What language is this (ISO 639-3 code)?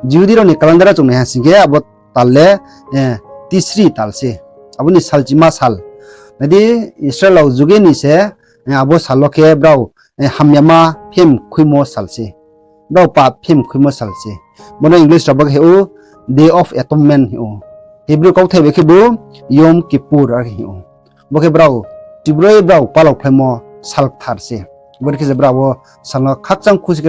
ria